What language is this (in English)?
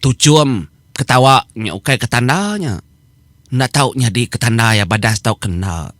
Iban